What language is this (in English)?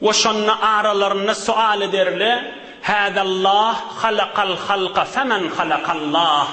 Turkmen